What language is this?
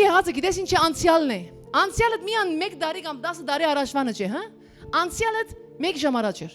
Western Armenian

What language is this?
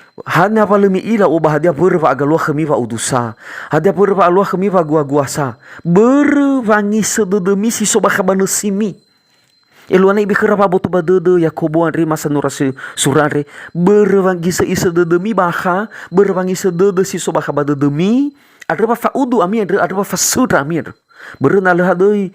Nias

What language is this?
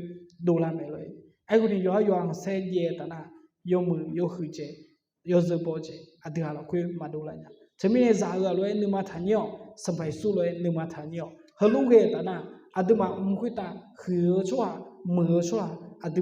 Akha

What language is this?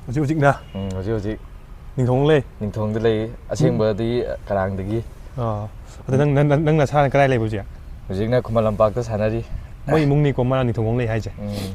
Manipuri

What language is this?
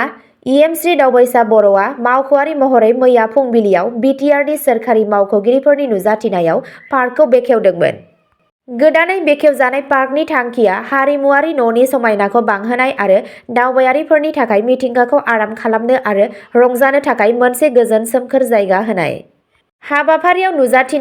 Bodo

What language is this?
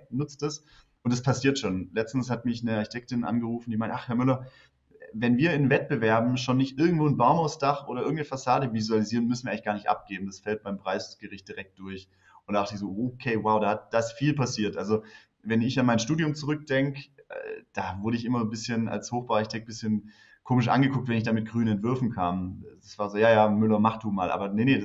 German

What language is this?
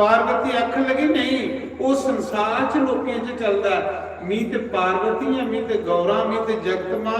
Dogri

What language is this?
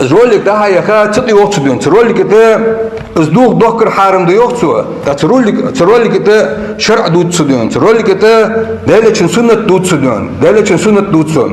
Ingush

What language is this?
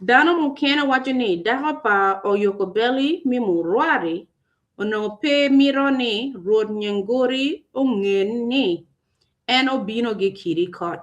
Acoli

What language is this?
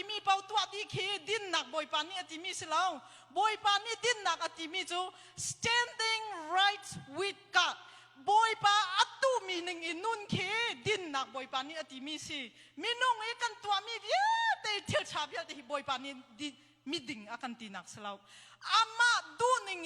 Hakha Chin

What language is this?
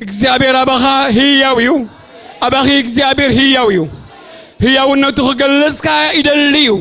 Tigrinya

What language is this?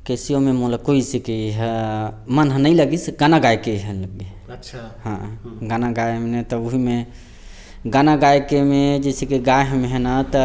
Chhattisgarhi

